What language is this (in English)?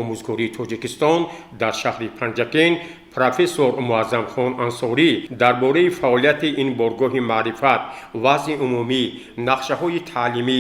Tajik